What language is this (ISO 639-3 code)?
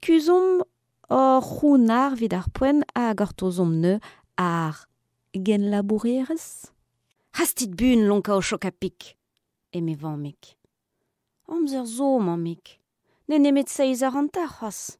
bre